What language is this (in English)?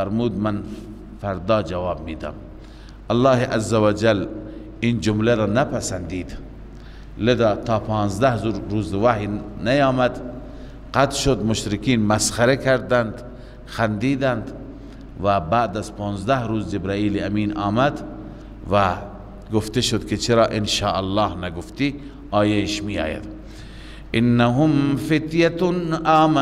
Persian